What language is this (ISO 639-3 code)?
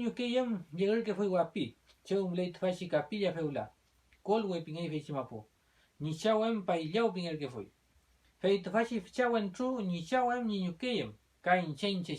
arn